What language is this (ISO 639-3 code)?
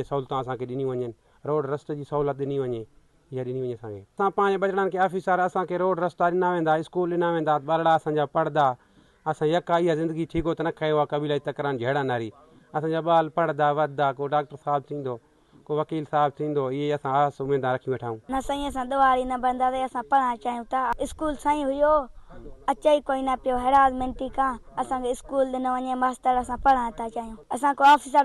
snd